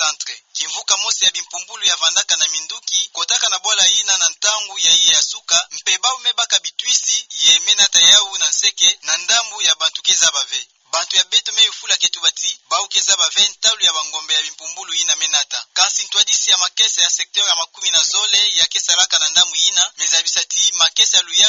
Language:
Kituba (Democratic Republic of Congo)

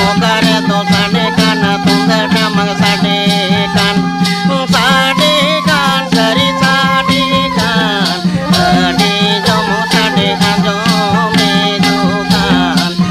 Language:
Santali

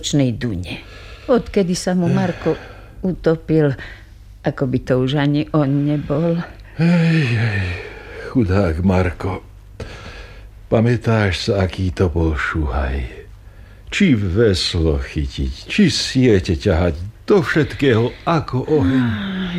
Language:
Slovak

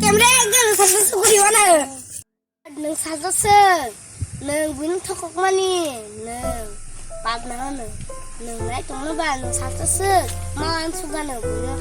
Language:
Kok Borok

